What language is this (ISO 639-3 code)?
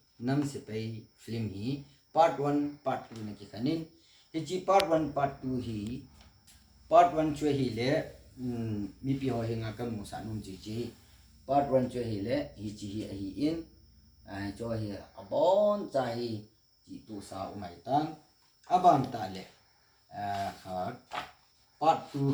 tcz